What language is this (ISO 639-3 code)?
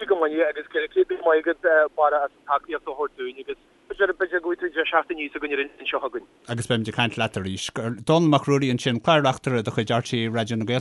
gle